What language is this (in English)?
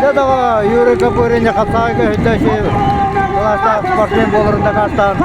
Yakut